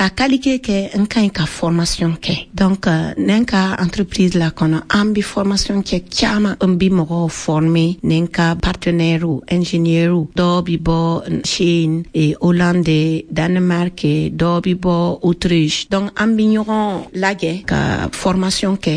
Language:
Bambara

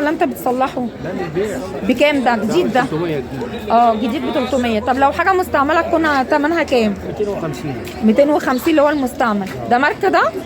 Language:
Egyptian Arabic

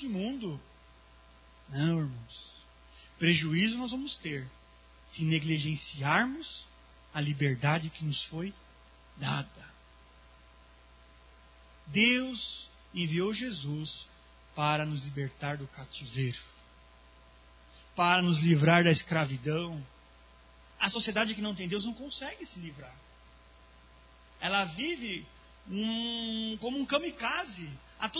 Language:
Portuguese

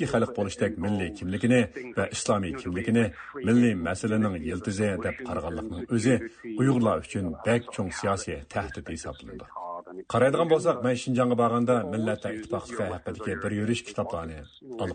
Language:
Uyghur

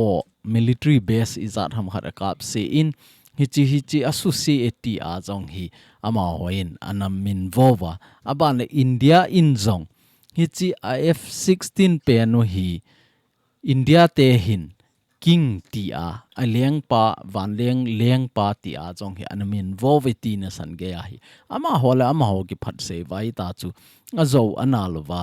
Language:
Thado Chin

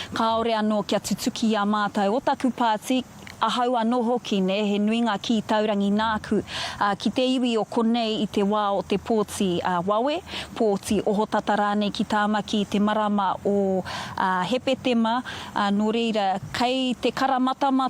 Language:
Māori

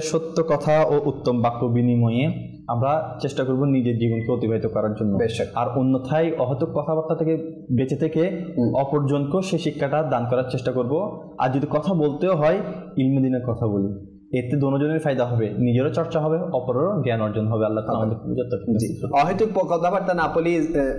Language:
Bangla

